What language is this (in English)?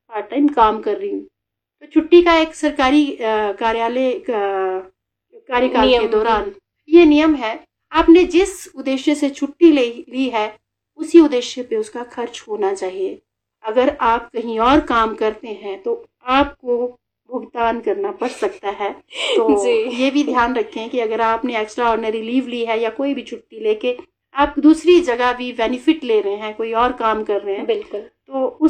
Hindi